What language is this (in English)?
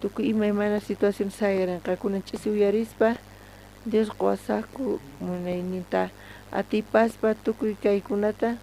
South Bolivian Quechua